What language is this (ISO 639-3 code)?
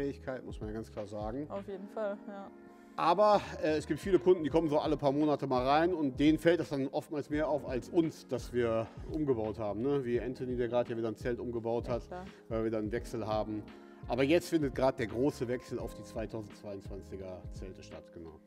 deu